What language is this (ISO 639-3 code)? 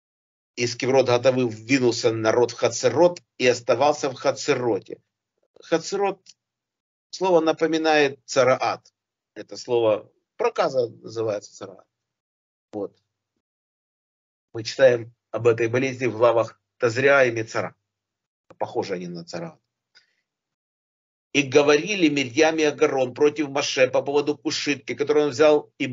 rus